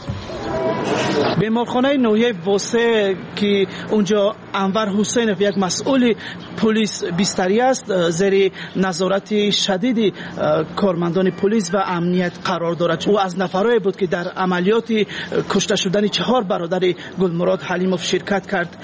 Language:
Persian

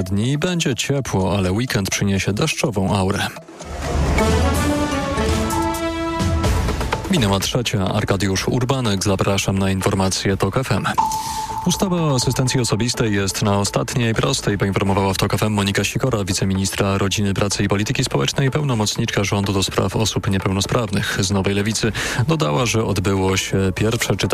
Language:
Polish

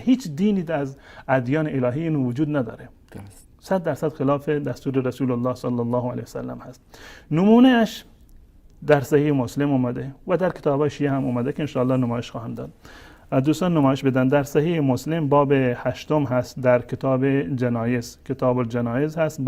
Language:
Persian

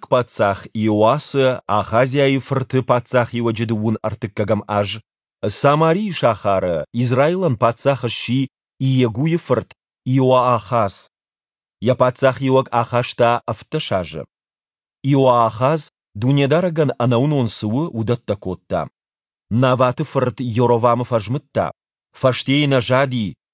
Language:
Ossetic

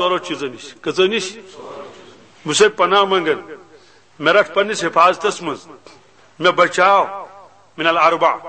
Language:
Kashmiri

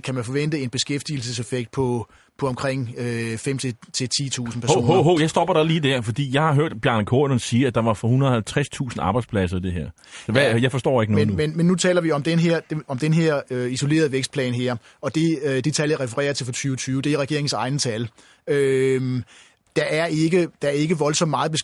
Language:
Danish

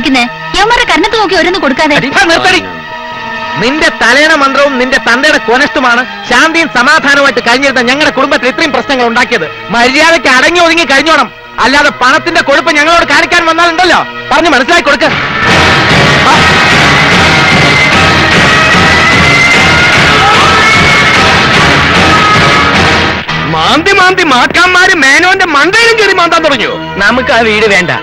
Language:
Malayalam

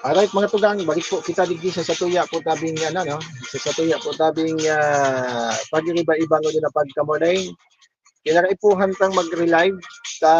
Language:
Bikol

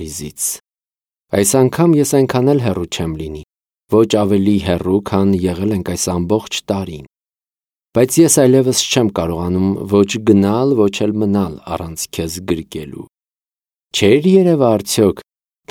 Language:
Armenian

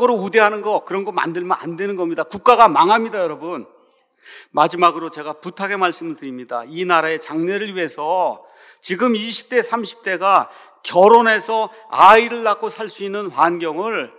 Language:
Korean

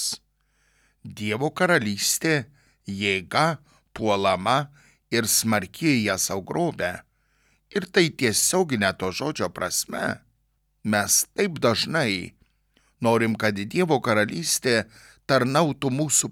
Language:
Lithuanian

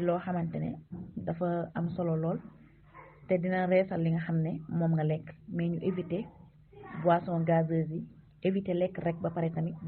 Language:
Wolof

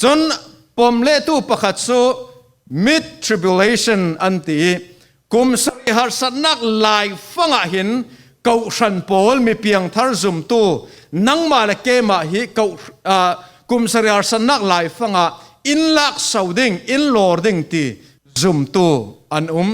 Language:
Falam Chin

